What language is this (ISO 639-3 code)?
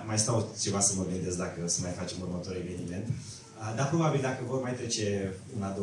ron